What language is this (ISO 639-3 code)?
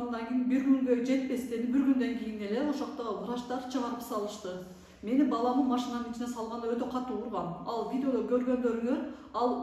kir